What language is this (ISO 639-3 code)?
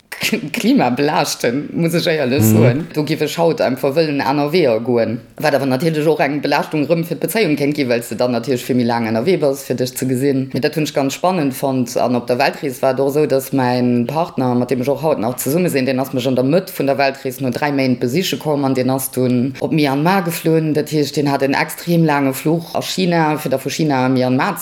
ltz